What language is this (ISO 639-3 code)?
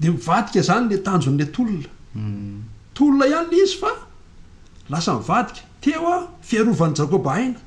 mlg